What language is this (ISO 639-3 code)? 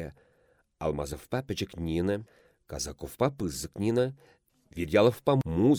chv